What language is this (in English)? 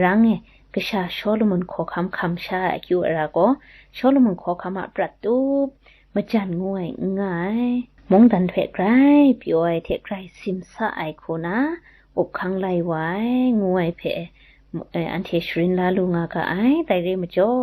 Kachin